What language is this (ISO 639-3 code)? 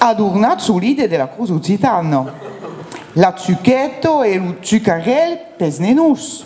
oci